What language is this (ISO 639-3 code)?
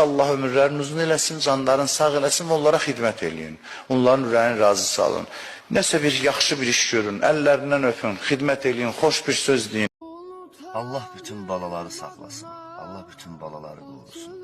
aze